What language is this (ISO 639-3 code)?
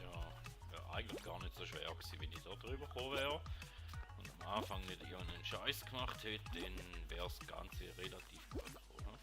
gsw